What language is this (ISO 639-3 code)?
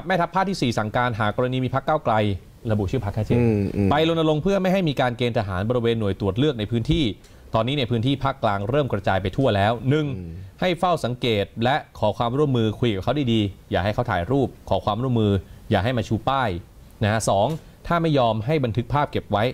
tha